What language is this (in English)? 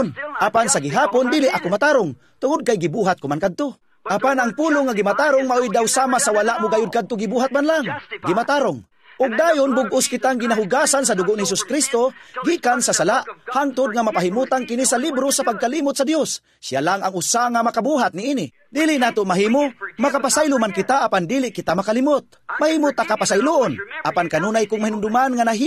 Cebuano